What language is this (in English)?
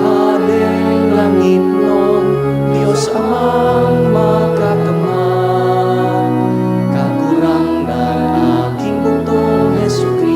Bikol